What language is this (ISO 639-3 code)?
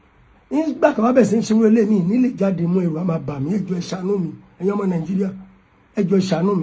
yor